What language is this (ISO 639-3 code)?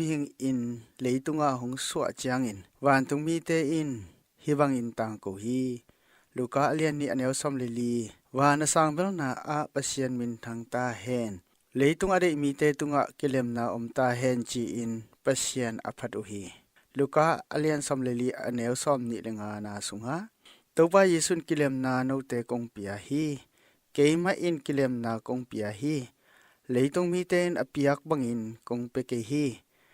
ctd